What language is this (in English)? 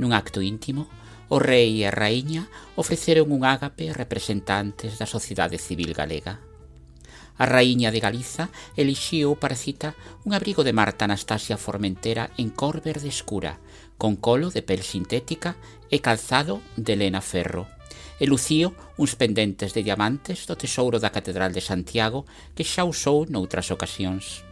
Galician